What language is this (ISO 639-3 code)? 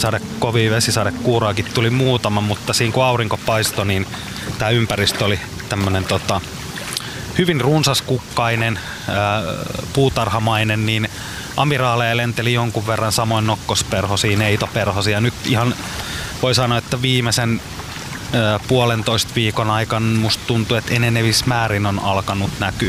fin